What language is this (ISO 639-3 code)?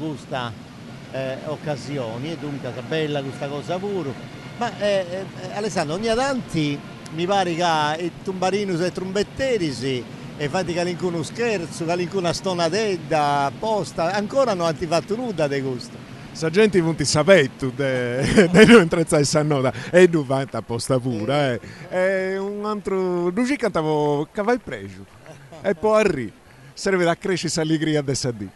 srd